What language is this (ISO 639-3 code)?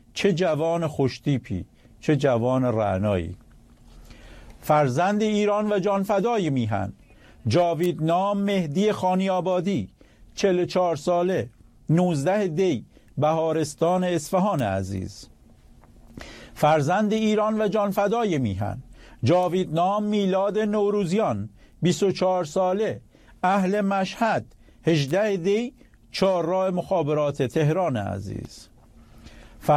fas